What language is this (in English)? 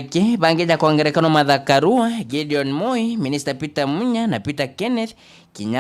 Meru